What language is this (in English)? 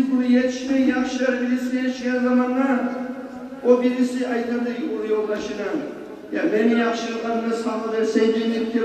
Kumyk